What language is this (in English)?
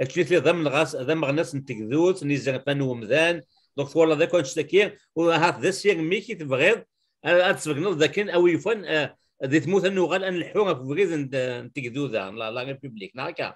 Kabyle